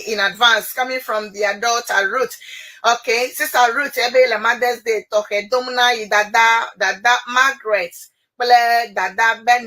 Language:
Ewe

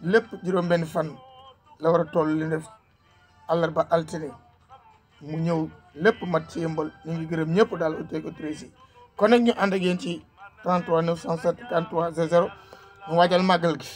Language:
Wolof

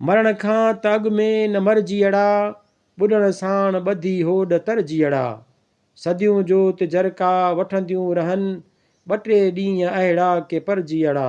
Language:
Sindhi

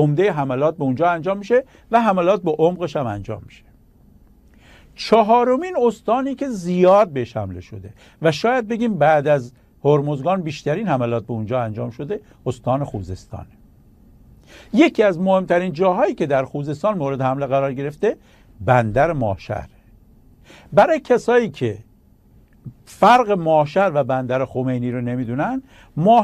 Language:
Persian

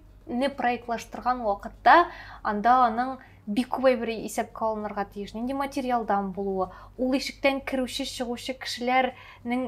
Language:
Tatar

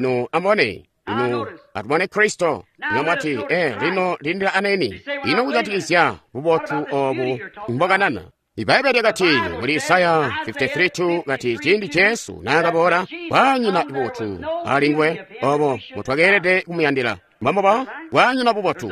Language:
Tonga (Zambia)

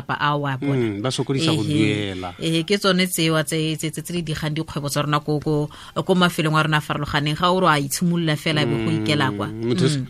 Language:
Tswana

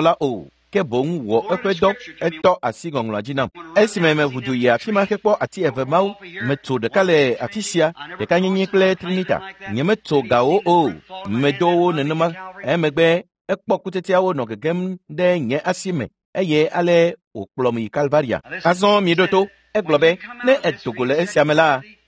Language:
Ewe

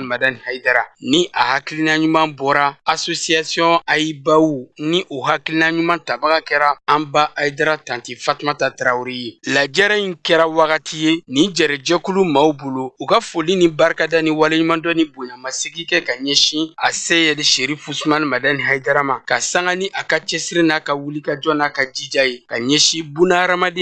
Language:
Bambara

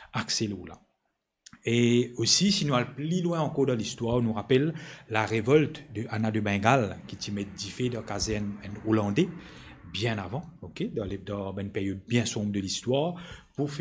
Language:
Morisyen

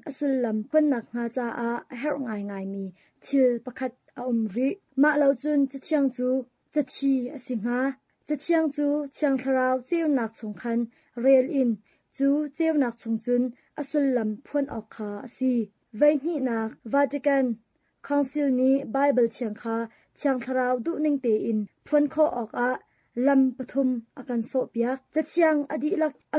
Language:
Hakha Chin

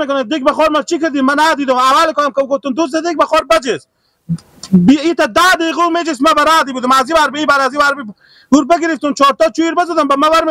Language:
Persian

